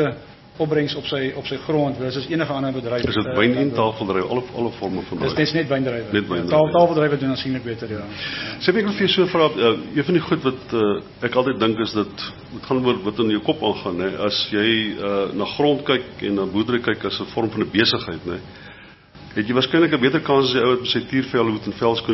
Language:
Afrikaans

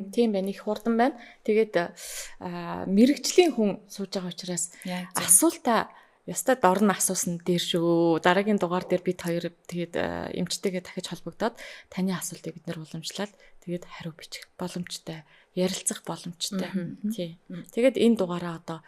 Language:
Mongolian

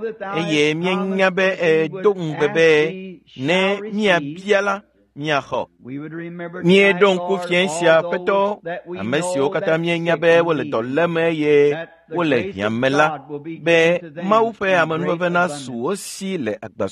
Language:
Ewe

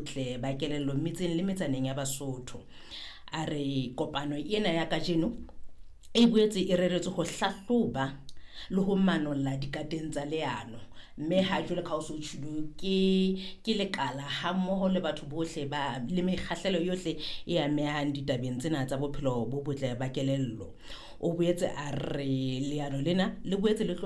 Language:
Southern Sotho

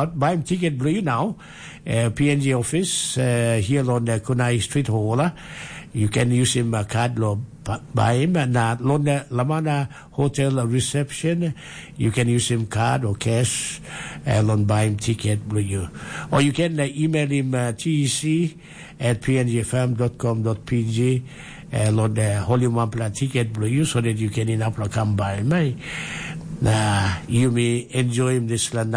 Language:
Tok Pisin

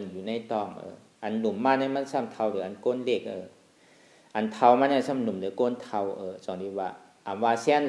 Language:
Shan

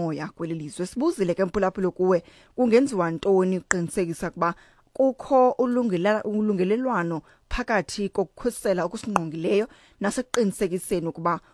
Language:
Xhosa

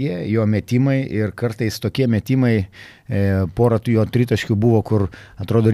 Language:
Lithuanian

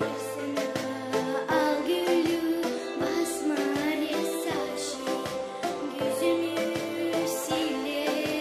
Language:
Gagauz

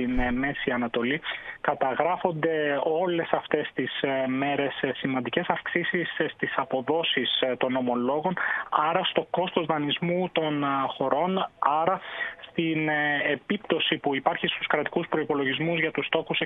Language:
Greek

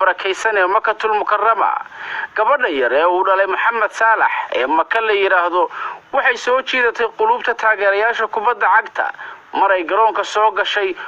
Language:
Somali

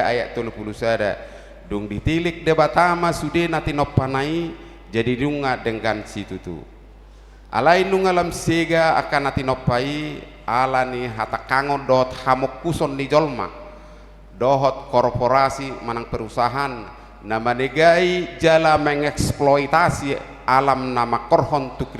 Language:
Batak Toba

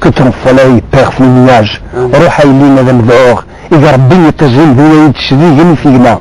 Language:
Kabyle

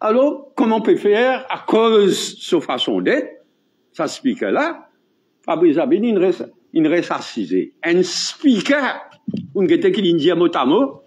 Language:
Morisyen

